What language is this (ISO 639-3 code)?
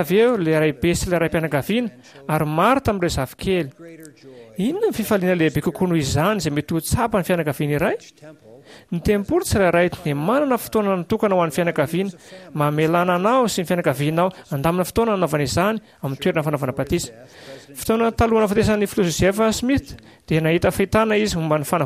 mlg